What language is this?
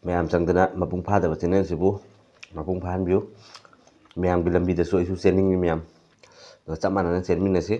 Manipuri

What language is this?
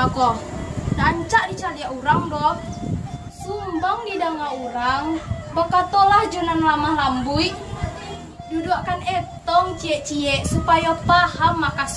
Minangkabau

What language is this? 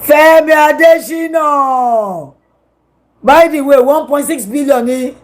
Yoruba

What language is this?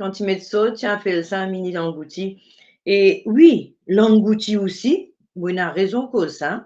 Morisyen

